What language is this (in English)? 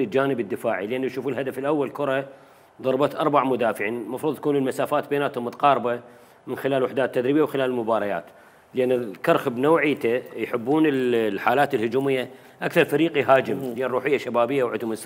Mesopotamian Arabic